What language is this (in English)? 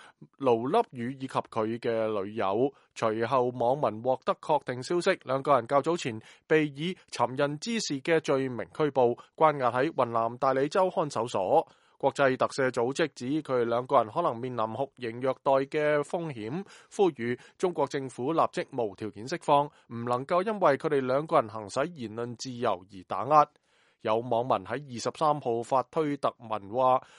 Cantonese